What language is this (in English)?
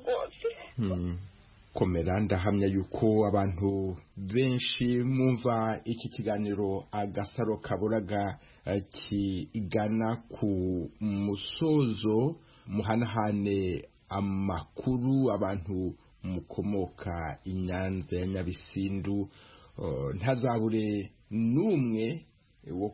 Kinyarwanda